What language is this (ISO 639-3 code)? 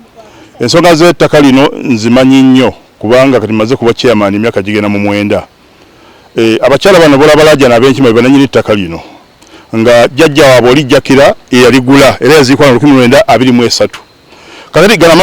lug